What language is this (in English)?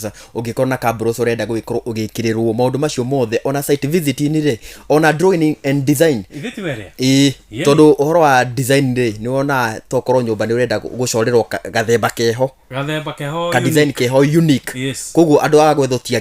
Kikuyu